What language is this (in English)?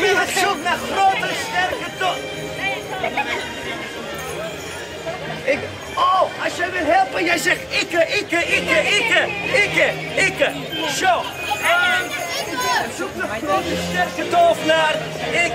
Dutch